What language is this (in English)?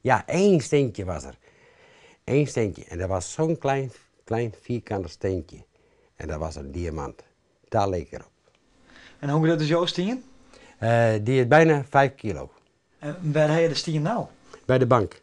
Western Frisian